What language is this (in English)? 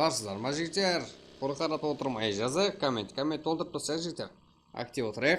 Kara-Kalpak